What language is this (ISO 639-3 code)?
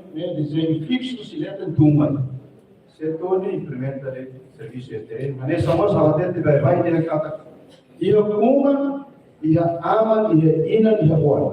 tet